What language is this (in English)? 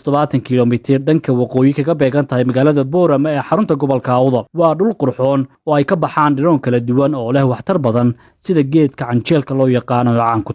Somali